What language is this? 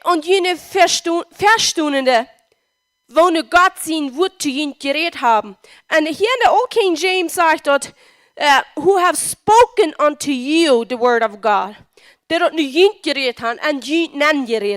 Plautdietsch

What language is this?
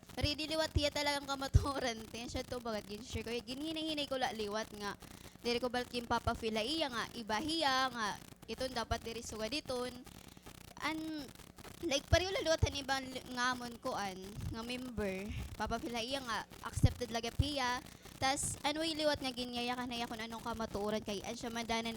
Waray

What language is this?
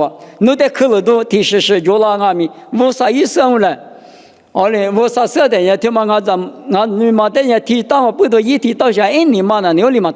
Lisu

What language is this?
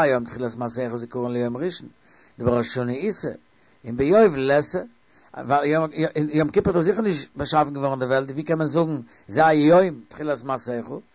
Yiddish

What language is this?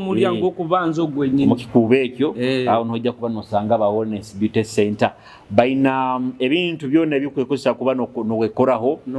Nyoro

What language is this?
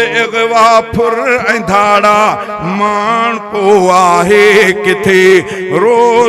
Sindhi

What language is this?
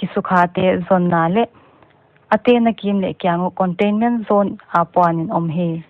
Paite Chin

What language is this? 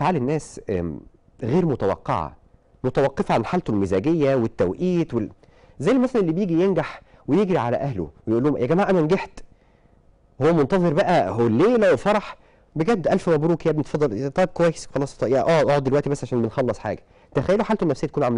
Egyptian Arabic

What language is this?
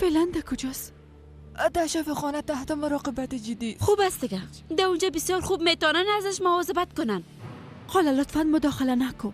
Persian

